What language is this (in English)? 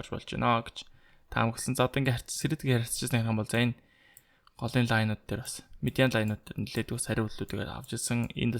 Mongolian